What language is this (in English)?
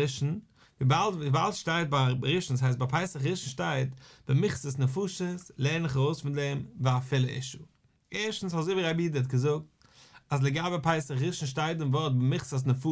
Yiddish